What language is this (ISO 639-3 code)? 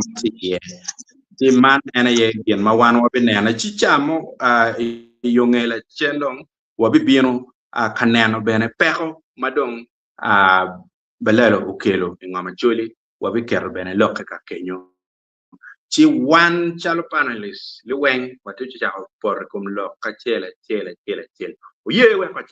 ach